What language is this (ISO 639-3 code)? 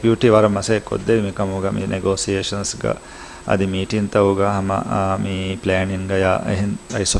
div